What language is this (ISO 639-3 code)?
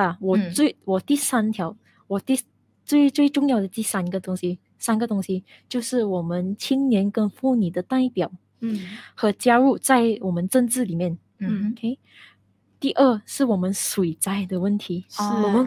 zho